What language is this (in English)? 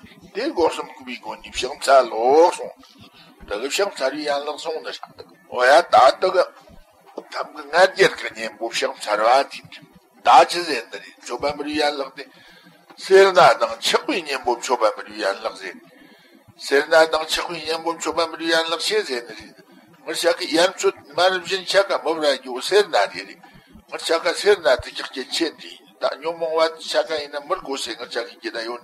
Tibetan